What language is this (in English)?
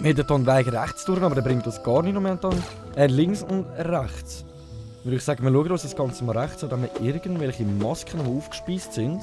Swiss German